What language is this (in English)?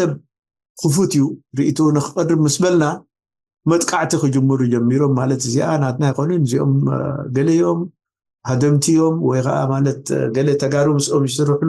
Tigrinya